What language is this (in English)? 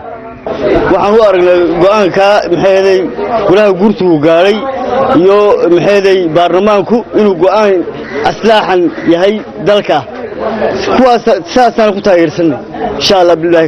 Somali